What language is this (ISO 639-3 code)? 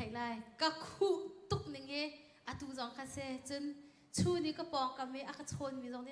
cnh